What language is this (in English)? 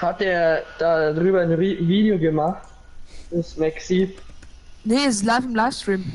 Bavarian